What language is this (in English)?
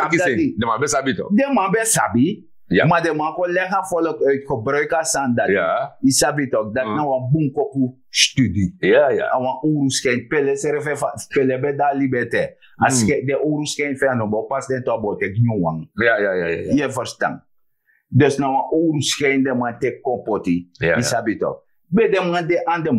Sranan Tongo